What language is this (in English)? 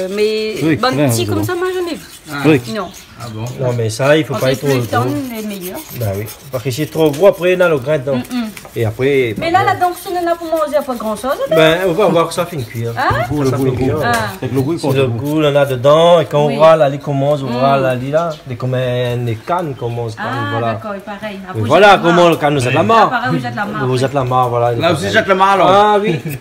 Réunion Creole French